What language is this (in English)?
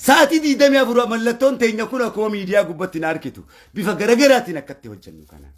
Oromo